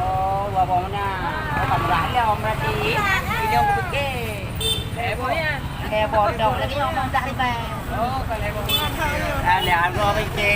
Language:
Achinese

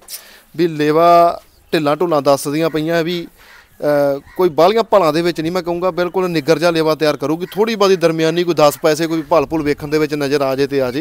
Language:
Punjabi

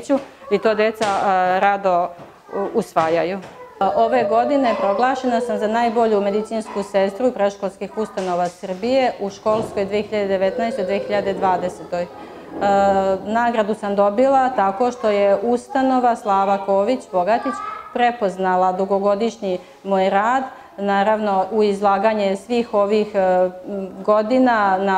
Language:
Serbian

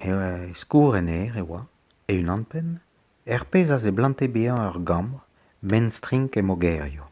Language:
Breton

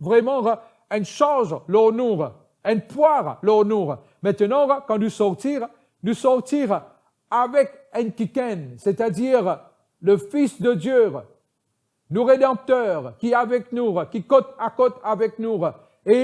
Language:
Morisyen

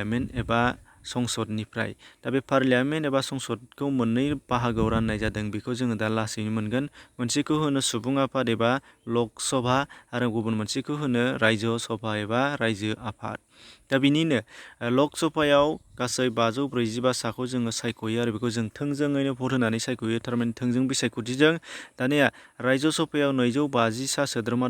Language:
Bodo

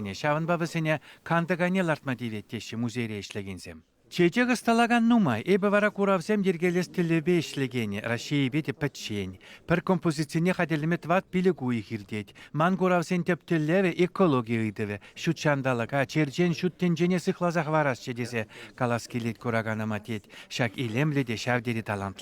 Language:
Chuvash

